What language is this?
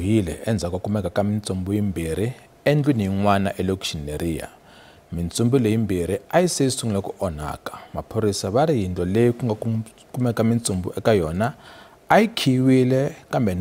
Tsonga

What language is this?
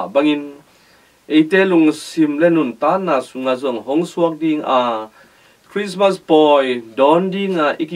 Tedim Chin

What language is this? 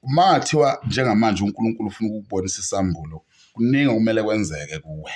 Zulu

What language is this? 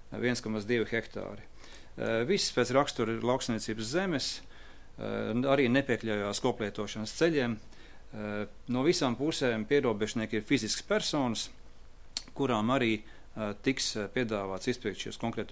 Latvian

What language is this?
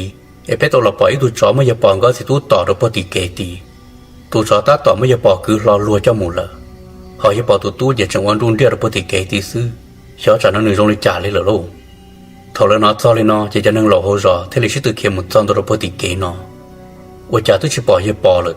Hmong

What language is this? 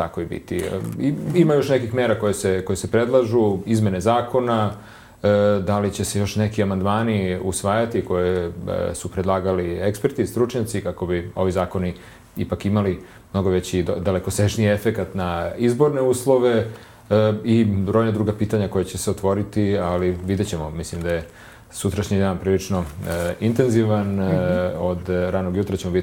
Serbian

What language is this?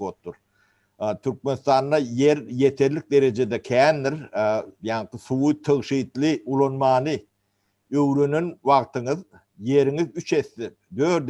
Turkmen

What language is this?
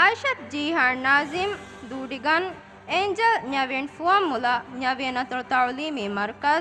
Divehi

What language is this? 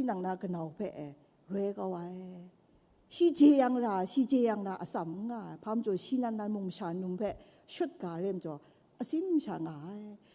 Kachin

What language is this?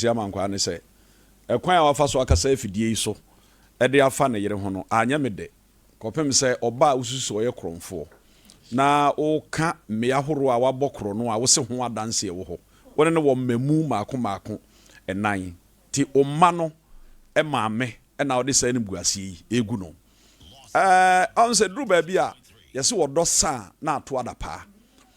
Akan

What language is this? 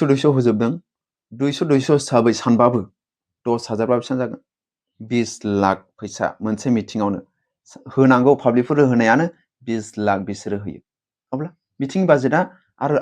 Bodo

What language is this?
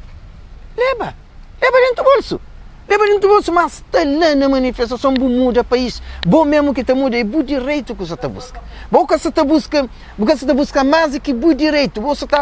Kabuverdianu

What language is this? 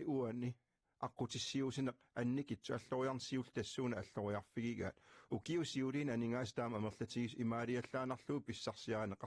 Kalaallisut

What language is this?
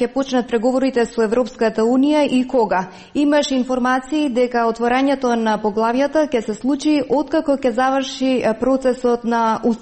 Macedonian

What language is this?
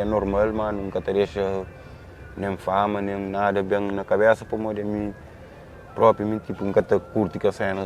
Kabuverdianu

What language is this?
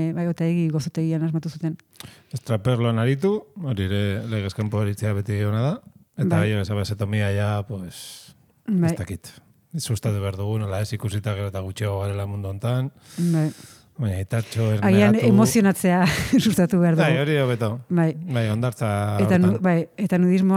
Basque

